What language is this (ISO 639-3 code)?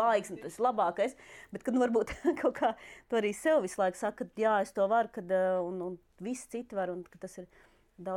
lav